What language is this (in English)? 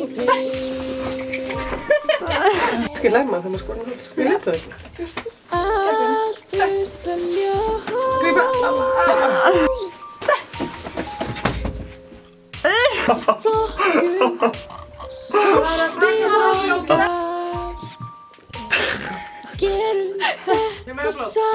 Icelandic